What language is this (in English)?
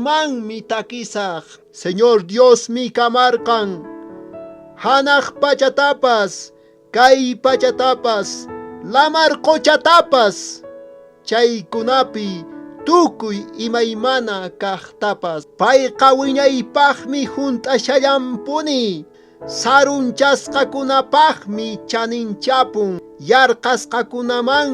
Quechua